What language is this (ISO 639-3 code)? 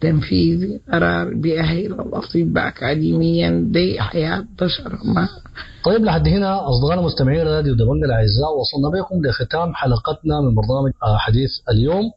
apd